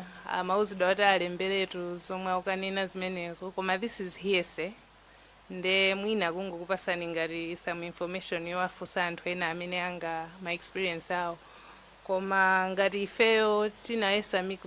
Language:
Nyanja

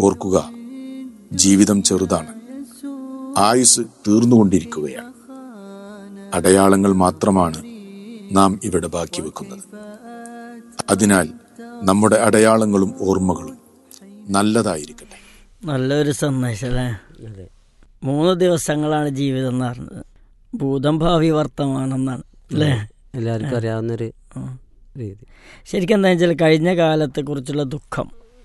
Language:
Malayalam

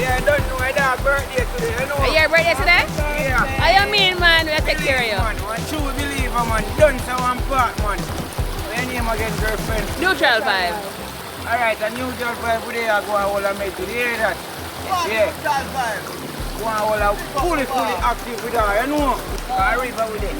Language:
Jamaican Creole English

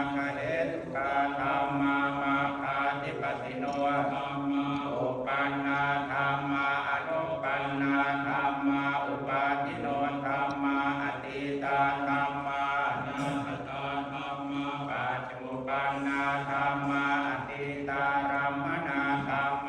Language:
Pali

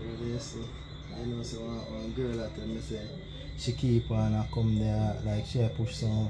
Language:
Jamaican Creole English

